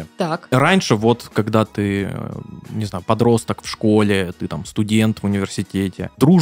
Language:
Russian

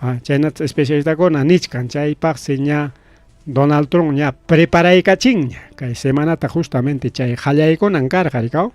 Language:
Ayacucho Quechua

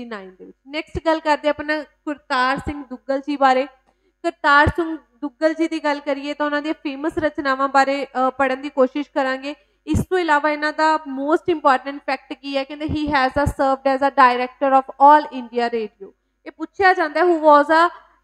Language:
Punjabi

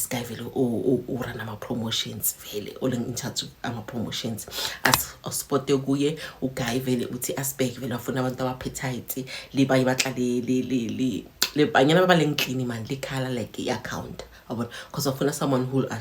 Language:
Zulu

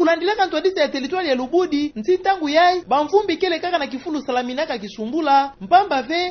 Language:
Kituba (Democratic Republic of Congo)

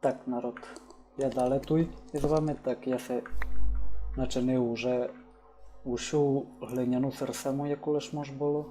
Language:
Rusyn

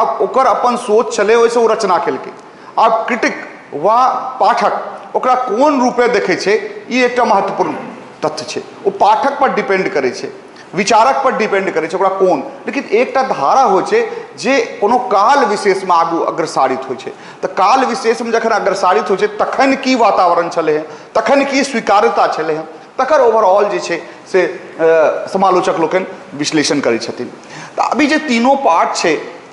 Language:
Maithili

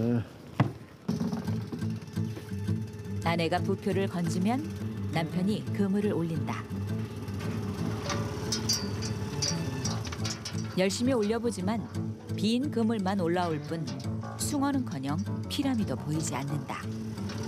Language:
Korean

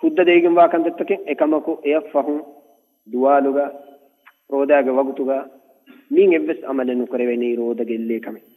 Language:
Divehi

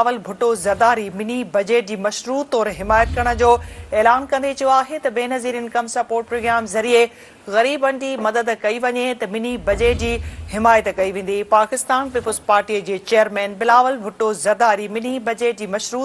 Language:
Sindhi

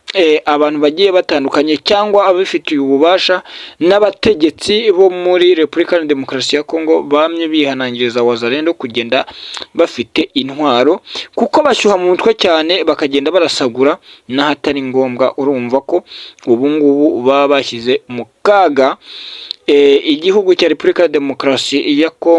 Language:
Kinyarwanda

